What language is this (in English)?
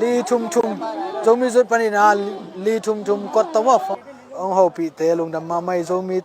Tedim Chin